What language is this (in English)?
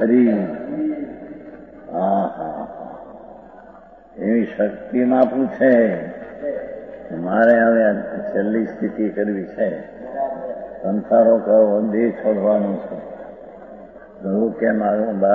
Gujarati